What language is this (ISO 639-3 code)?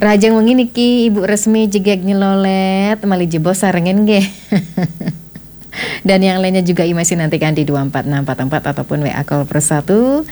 ban